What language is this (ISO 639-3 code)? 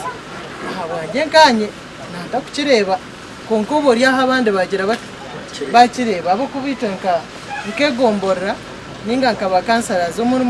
nyn